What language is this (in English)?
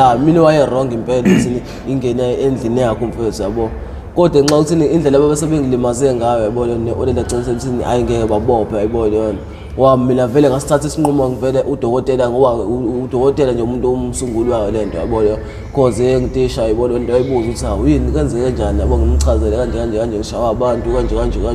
Zulu